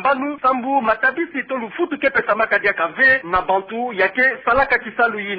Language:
Kituba (Democratic Republic of Congo)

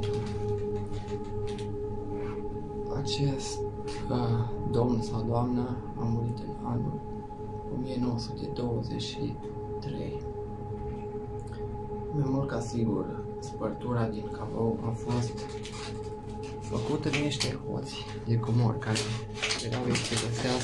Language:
Romanian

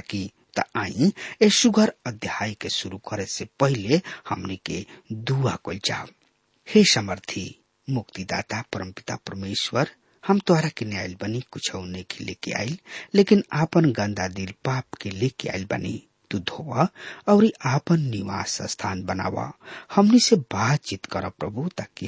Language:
Bhojpuri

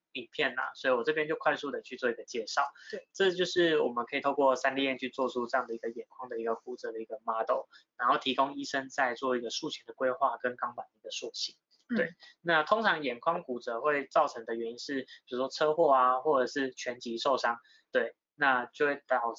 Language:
Chinese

